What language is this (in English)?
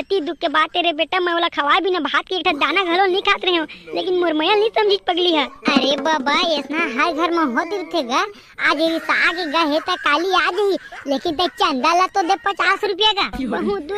Chhattisgarhi